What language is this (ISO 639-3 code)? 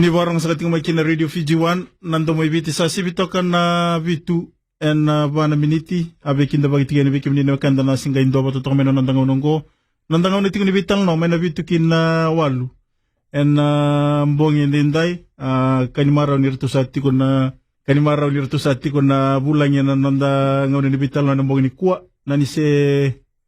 fij